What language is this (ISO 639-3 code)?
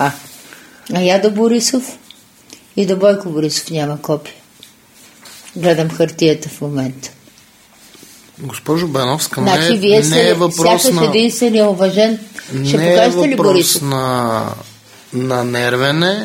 bul